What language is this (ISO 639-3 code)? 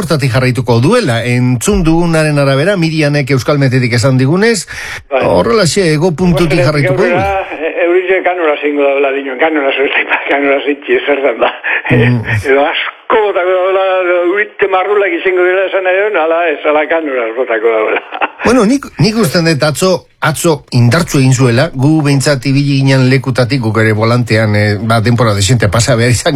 eus